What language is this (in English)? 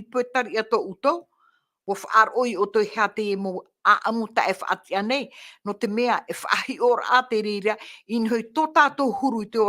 Tahitian